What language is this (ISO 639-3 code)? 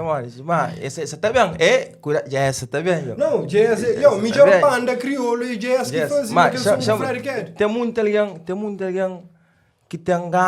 kea